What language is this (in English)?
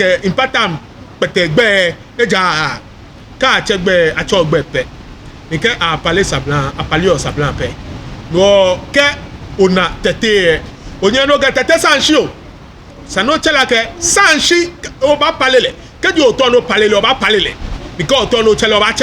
Ga